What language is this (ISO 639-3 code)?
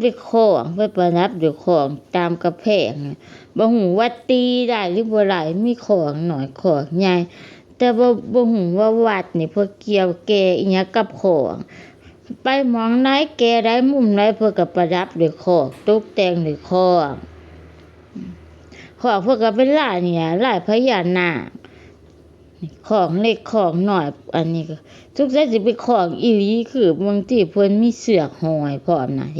lao